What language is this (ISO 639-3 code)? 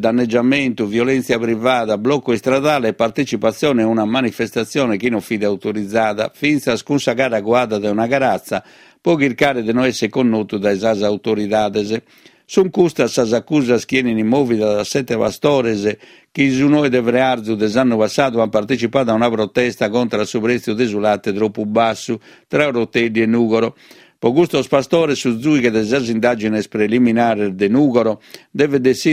srd